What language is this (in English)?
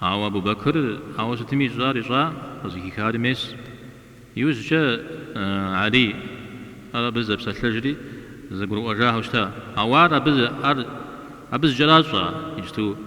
Kabardian